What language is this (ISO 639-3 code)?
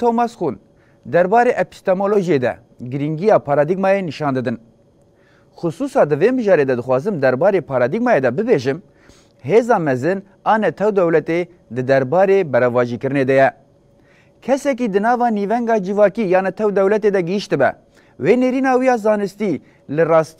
kur